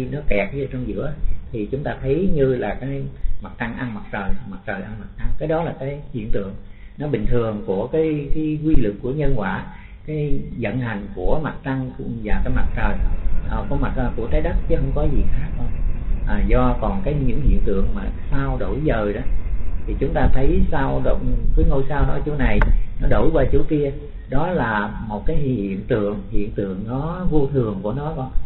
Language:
Vietnamese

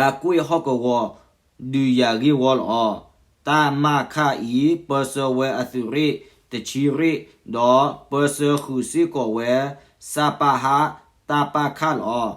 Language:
S'gaw Karen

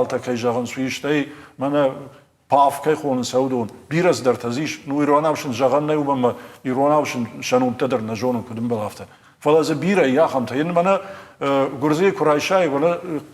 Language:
Ossetic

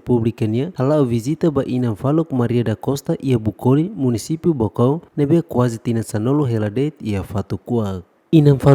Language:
Tetum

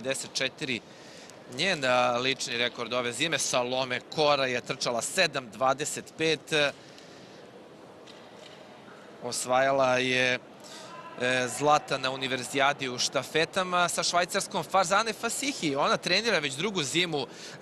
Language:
Serbian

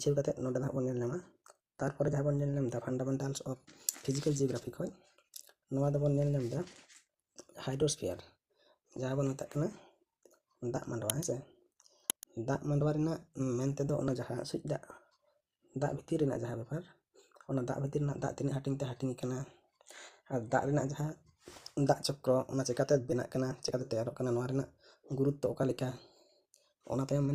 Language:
Santali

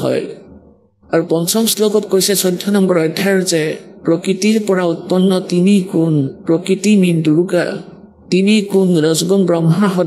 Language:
Assamese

